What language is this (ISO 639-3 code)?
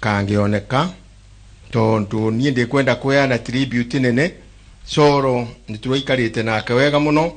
kik